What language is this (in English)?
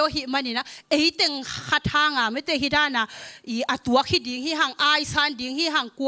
Tedim Chin